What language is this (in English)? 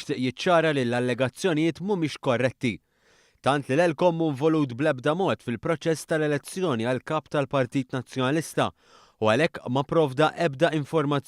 Maltese